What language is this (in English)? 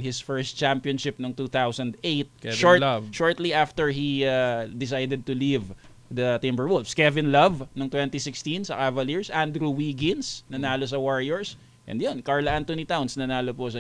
Filipino